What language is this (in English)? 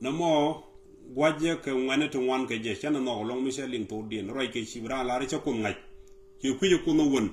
Nuer